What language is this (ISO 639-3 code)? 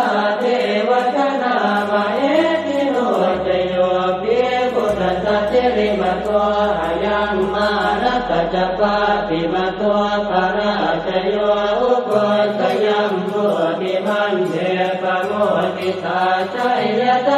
pli